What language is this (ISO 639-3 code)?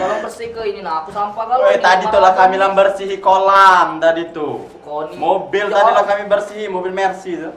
mui